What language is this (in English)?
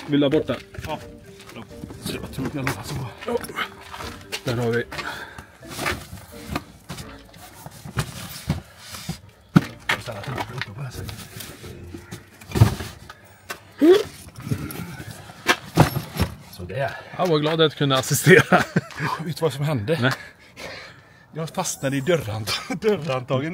Swedish